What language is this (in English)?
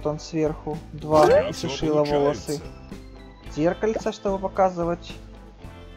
Russian